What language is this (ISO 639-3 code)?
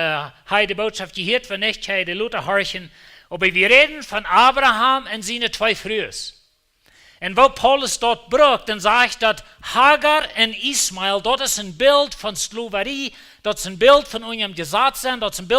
pdt